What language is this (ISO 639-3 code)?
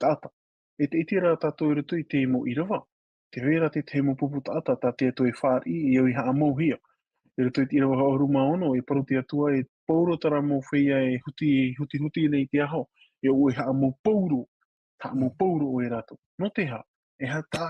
tah